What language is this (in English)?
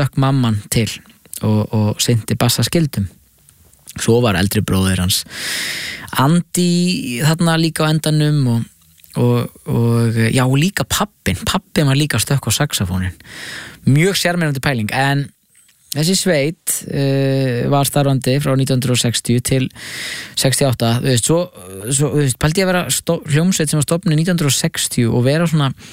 Icelandic